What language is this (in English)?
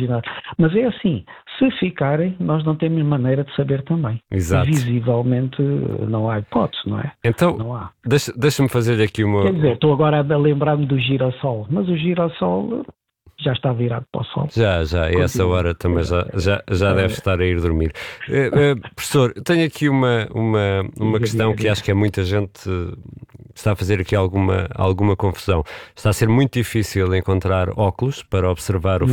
Portuguese